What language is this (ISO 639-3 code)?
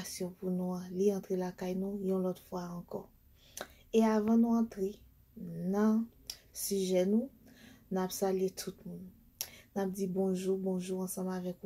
hat